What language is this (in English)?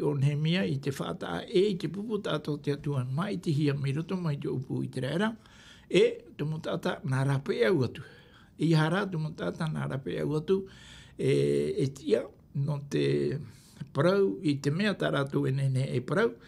Tahitian